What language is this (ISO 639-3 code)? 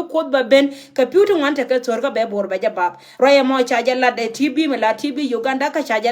nus